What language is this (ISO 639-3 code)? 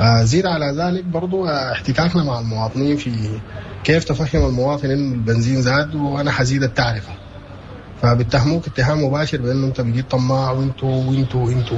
apd